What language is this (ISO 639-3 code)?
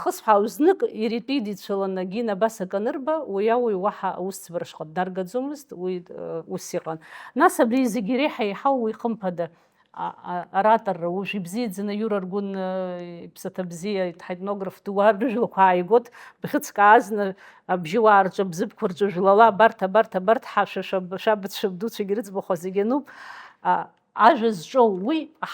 abk